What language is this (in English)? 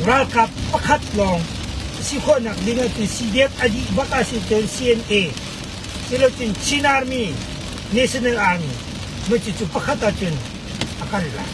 Hakha Chin